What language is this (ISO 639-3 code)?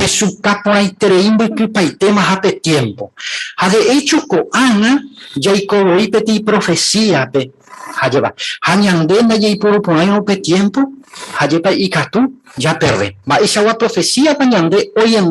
grn